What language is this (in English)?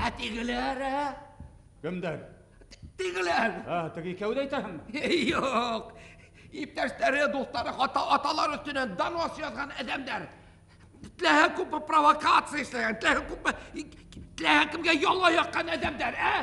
Bashkir